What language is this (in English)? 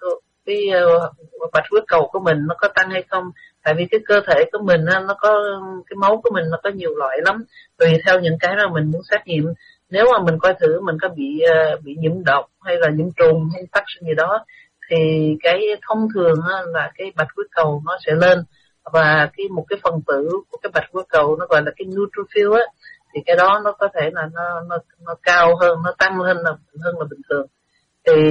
Vietnamese